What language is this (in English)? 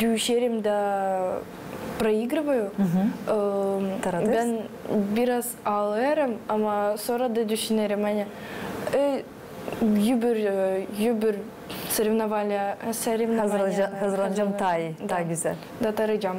Gagauz